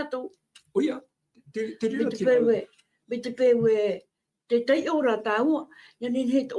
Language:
Tahitian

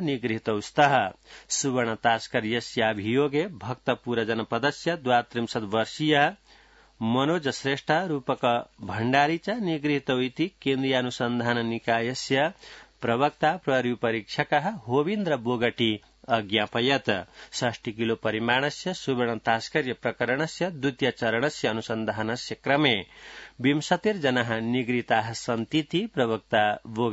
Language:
Sanskrit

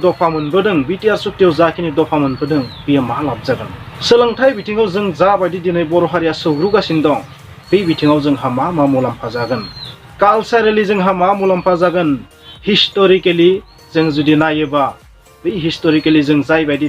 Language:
Bodo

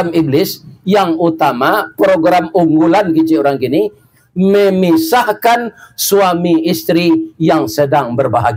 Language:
Minangkabau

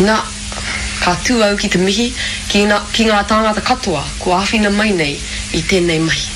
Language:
Māori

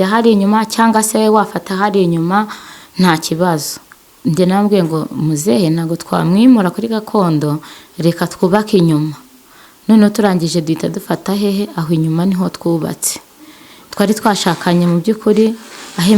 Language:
Kinyarwanda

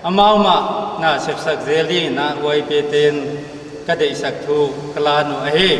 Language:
Paite Chin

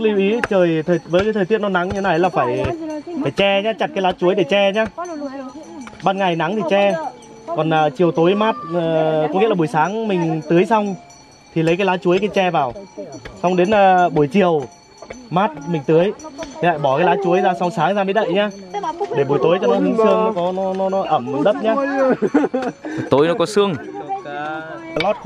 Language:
Vietnamese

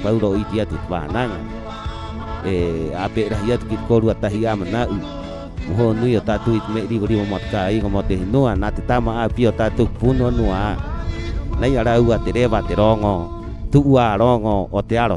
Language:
Rapanui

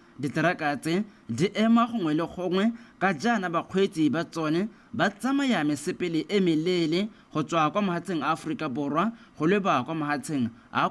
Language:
Tswana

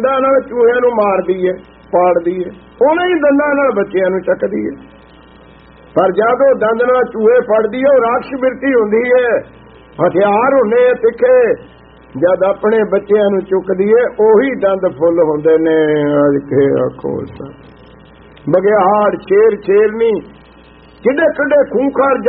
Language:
Punjabi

